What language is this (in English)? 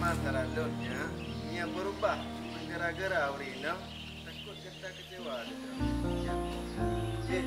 Achinese